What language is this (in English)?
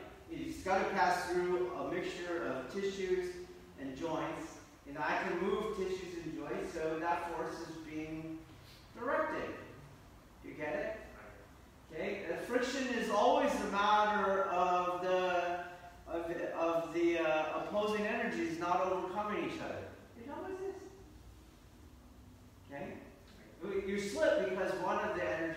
English